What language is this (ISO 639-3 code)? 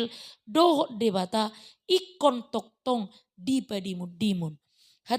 bbc